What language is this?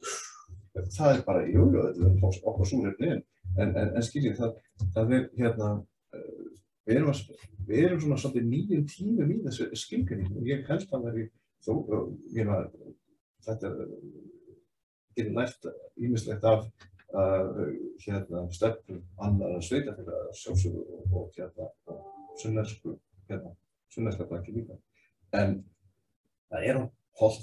Icelandic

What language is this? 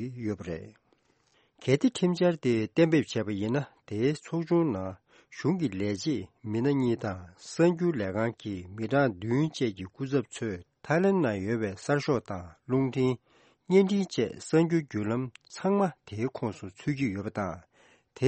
Tibetan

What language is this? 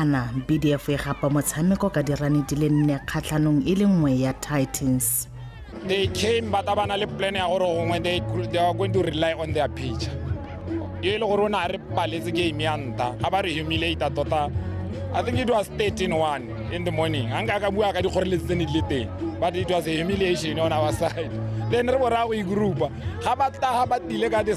Tswana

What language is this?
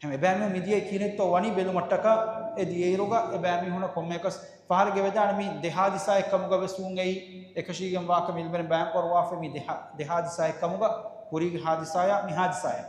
Divehi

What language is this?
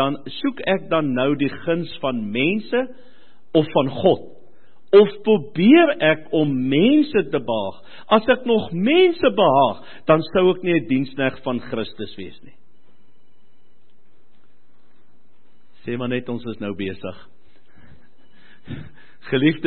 Afrikaans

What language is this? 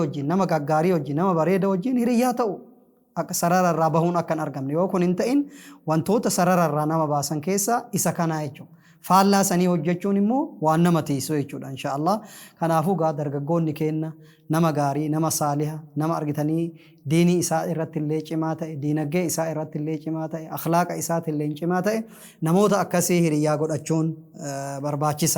Oromo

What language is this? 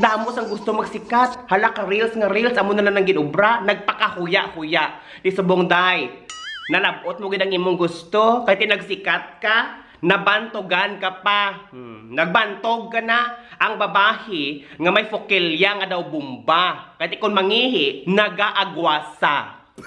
Hiligaynon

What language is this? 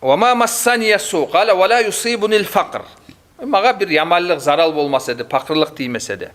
Kumyk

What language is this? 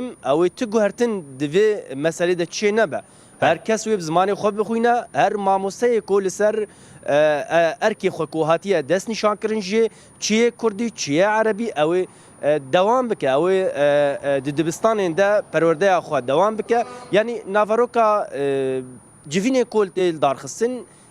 Kurdish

